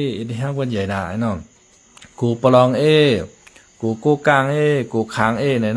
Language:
Shan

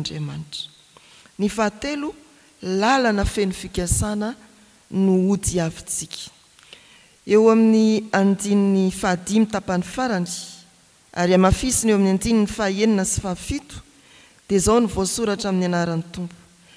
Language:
Malagasy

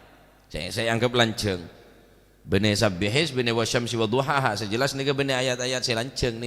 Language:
Madurese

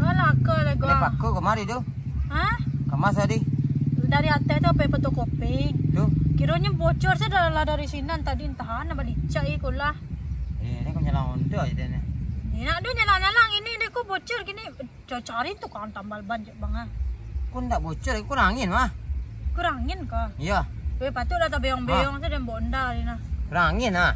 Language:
Minangkabau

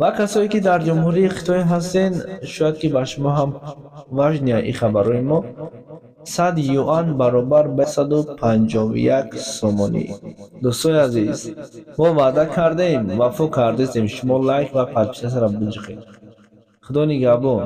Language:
Tajik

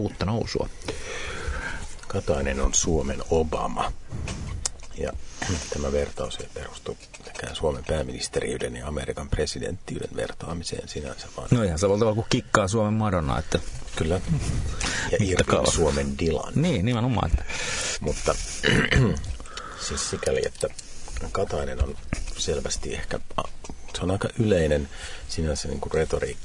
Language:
Finnish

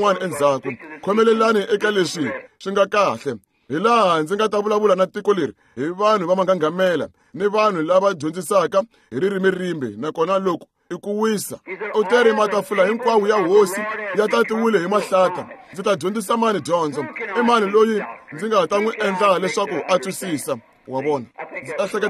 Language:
Tsonga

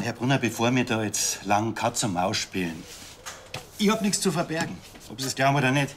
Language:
Bavarian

